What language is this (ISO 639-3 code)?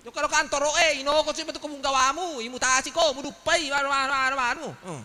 bug